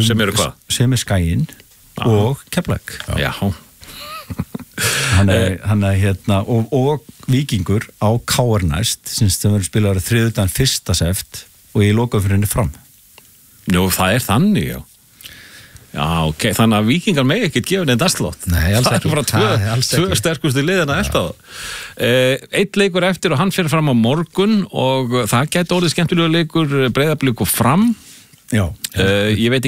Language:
Icelandic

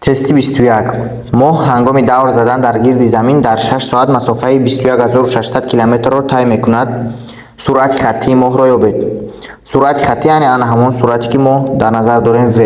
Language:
Tajik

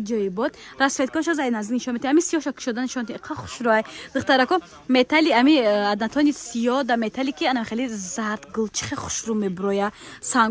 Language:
Tajik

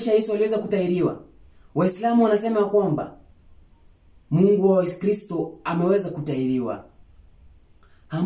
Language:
Swahili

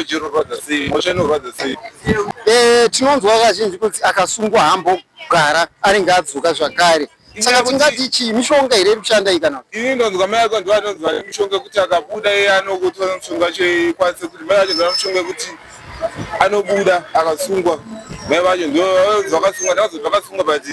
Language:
Shona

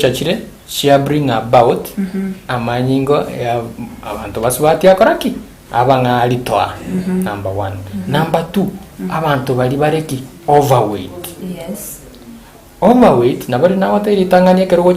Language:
Gusii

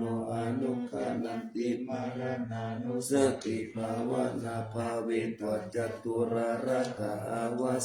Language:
Pali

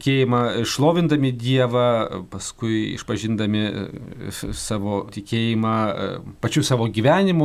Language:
Lithuanian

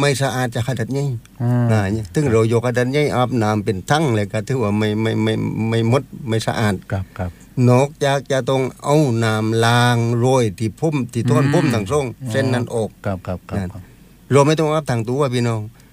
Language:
Thai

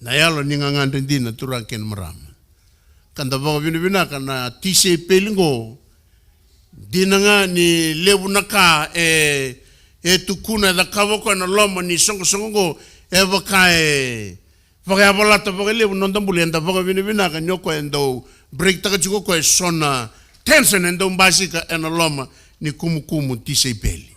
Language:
Fijian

